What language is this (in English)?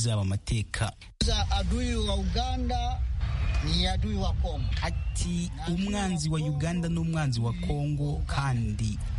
Kinyarwanda